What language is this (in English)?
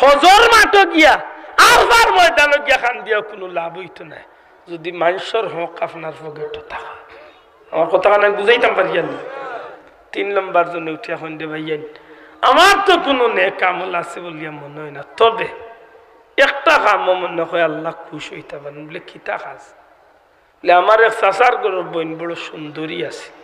Sylheti